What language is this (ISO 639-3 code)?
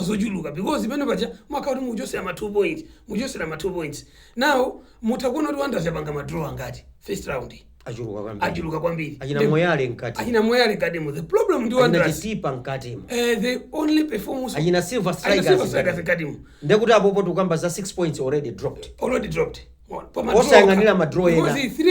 nya